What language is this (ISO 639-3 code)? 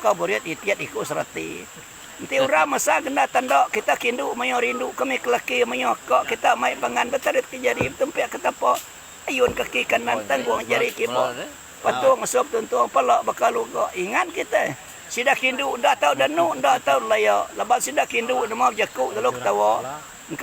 iba